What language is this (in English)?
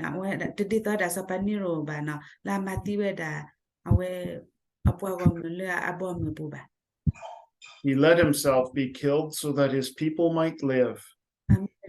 S'gaw Karen